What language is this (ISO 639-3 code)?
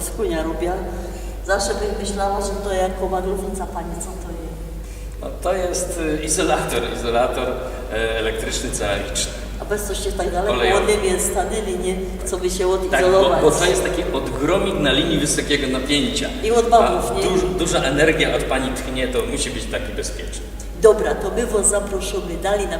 szl